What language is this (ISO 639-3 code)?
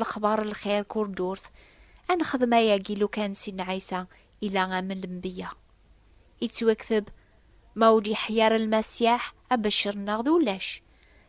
kab